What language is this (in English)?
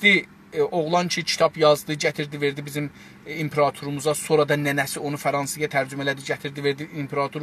South Azerbaijani